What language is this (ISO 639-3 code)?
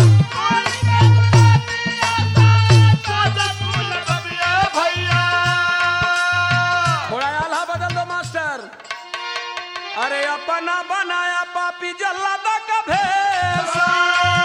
bho